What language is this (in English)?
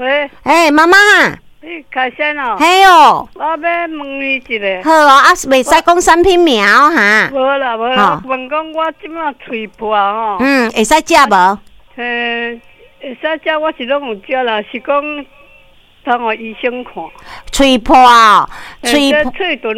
Min Nan Chinese